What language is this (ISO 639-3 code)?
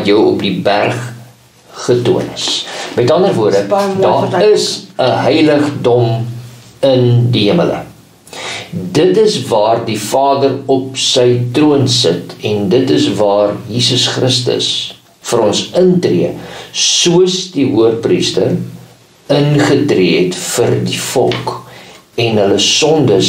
afr